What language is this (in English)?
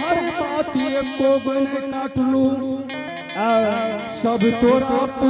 Angika